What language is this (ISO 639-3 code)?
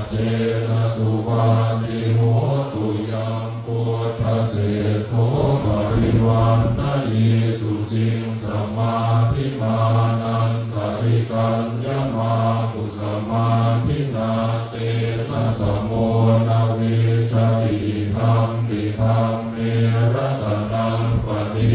pli